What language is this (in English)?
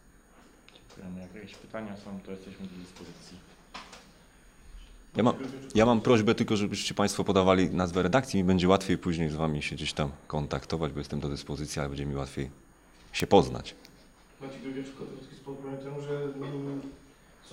Polish